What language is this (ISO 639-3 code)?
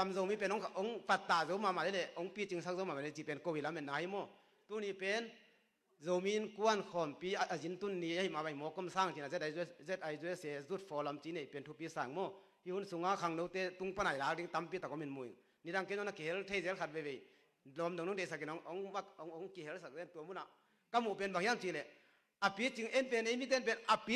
ctd